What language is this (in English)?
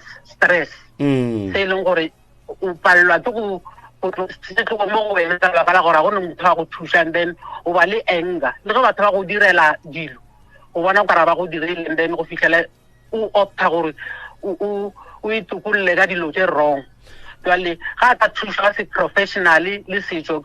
Northern Sotho